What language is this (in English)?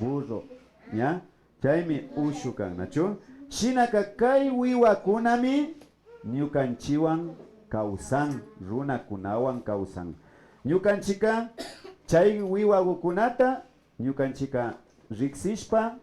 Imbabura Highland Quichua